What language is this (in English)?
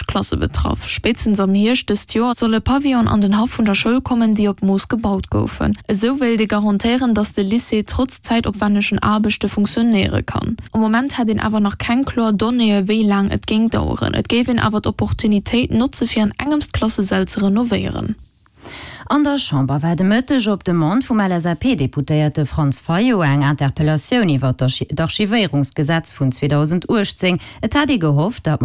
Luxembourgish